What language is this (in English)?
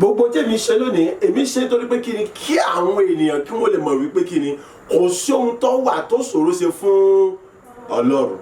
Yoruba